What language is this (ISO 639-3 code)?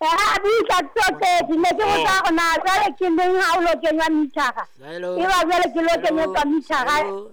sot